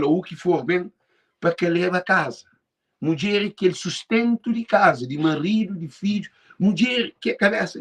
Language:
Kabuverdianu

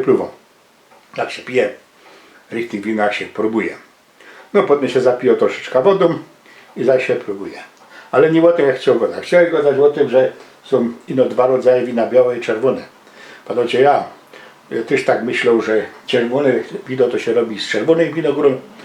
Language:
Silesian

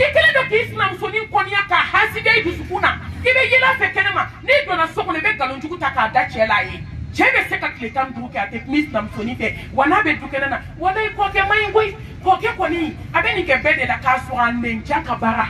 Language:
Bambara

